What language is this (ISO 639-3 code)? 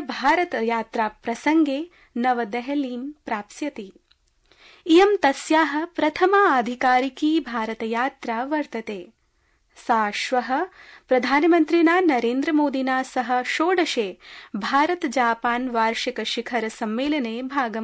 san